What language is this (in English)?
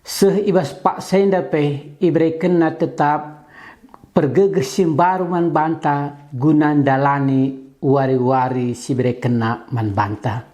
Batak Karo